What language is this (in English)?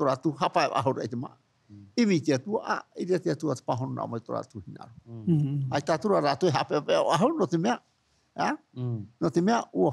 Tahitian